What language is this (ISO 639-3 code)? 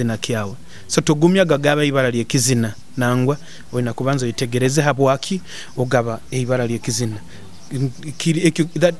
nyo